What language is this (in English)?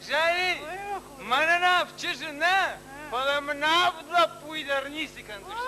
Ossetic